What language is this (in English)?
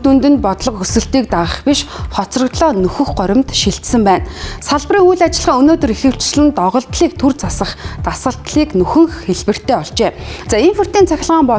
Mongolian